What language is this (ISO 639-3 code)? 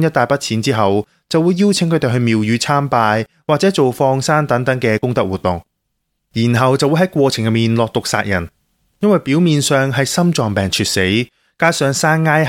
yue